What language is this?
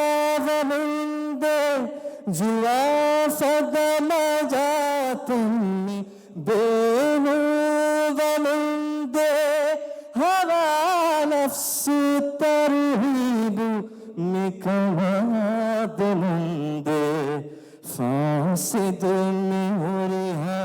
Divehi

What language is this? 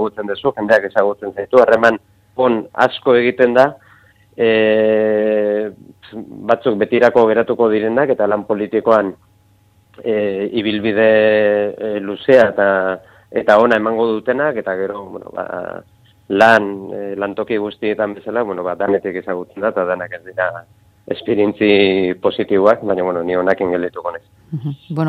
Basque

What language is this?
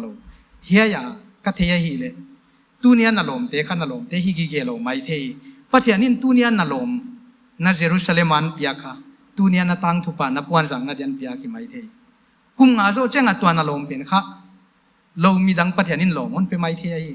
Paite Chin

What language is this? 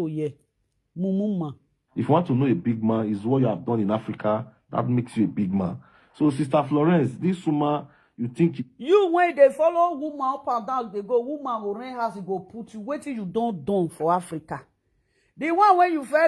Nigerian Pidgin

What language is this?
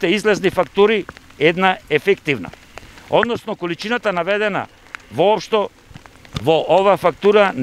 Macedonian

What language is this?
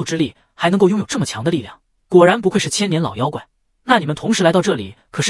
Chinese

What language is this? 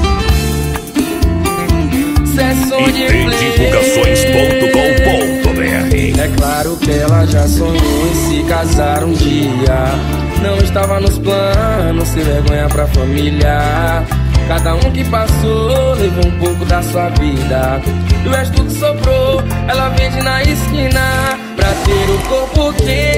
Portuguese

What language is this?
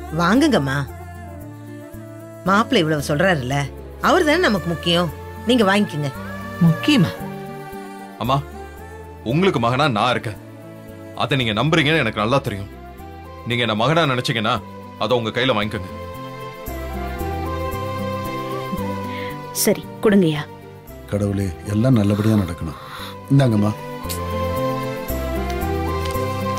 Tamil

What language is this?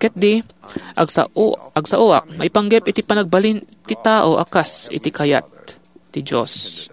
Iloko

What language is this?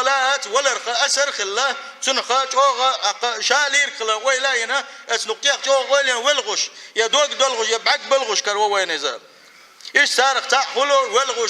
Chechen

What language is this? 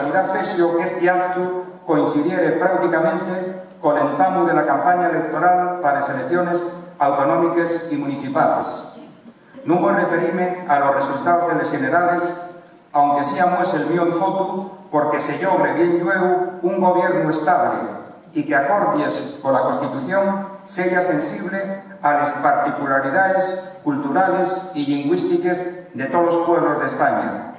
Asturian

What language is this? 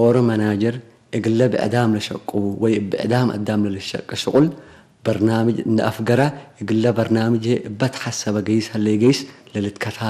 Tigre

